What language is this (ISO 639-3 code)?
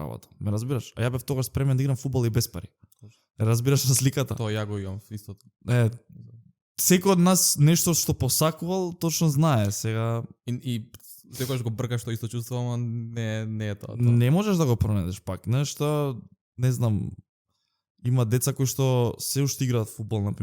mkd